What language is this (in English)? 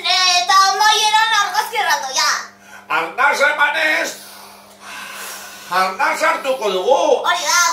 Basque